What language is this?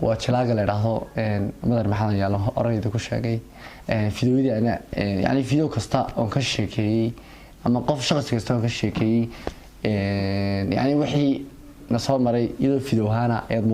Somali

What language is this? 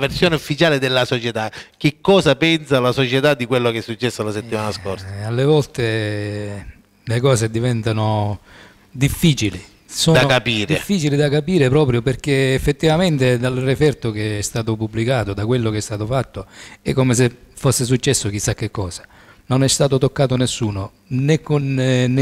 Italian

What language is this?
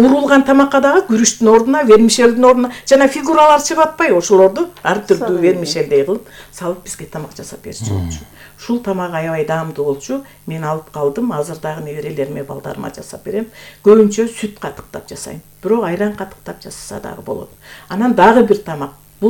Kyrgyz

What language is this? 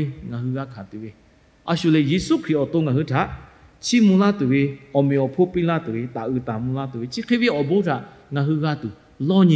Lahu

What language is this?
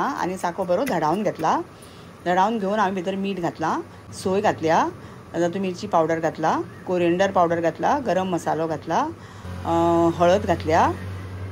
Konkani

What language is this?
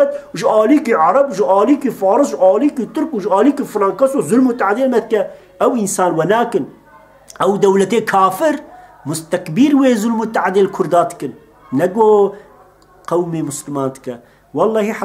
Kurdish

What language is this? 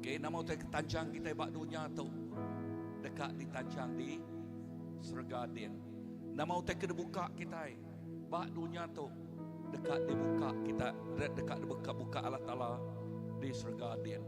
Iban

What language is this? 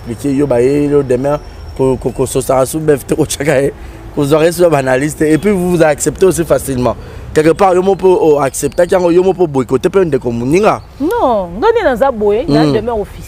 Lingala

